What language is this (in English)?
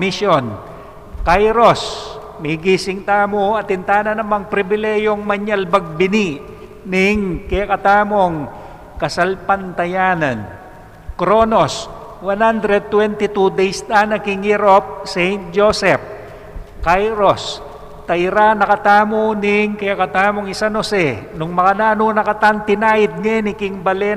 Pampanga